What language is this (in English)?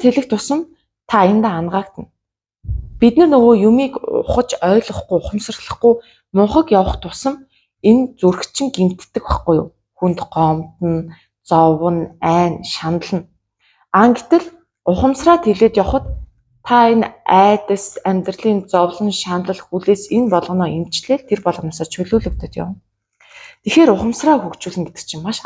Mongolian